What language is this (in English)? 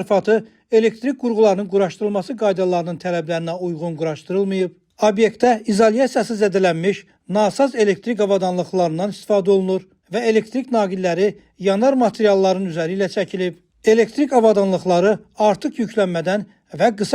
Azerbaijani